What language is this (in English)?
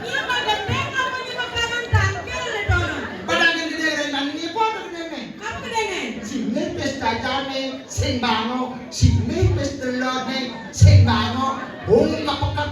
Balinese